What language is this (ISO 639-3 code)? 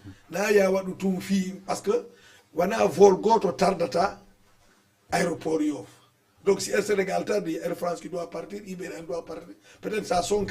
ful